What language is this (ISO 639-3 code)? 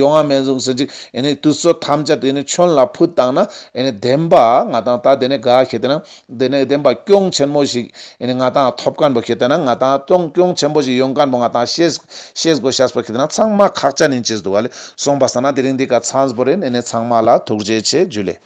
lbj